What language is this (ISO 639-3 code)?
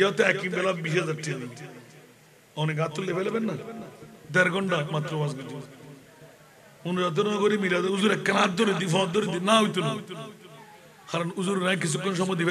ben